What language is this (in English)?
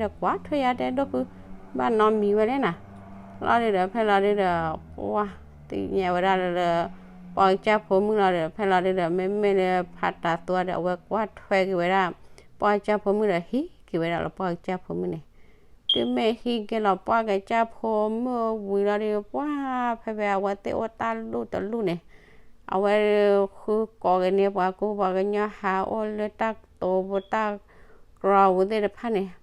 S'gaw Karen